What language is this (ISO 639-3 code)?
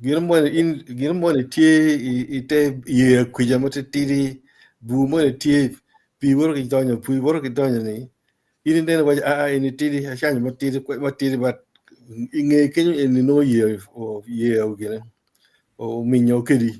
ach